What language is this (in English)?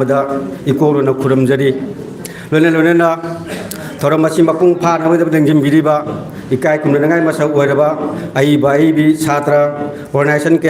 Manipuri